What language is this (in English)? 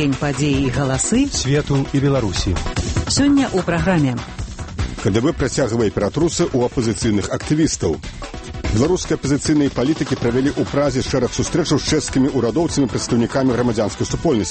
Belarusian